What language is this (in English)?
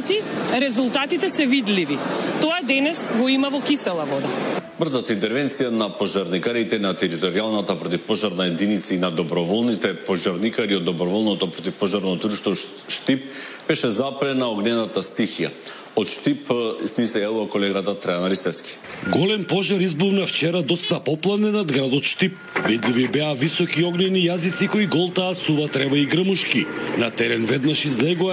Macedonian